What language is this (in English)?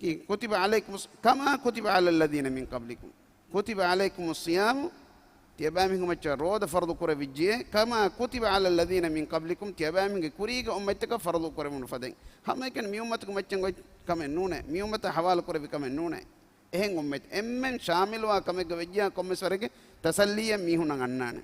Divehi